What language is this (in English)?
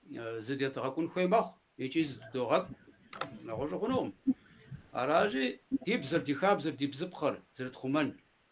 Kabardian